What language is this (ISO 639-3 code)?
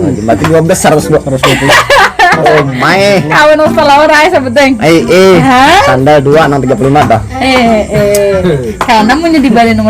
bjn